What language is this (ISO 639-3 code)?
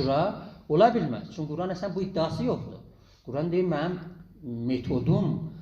azb